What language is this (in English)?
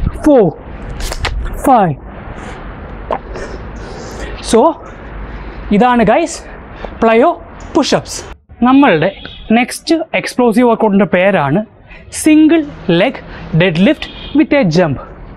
Malayalam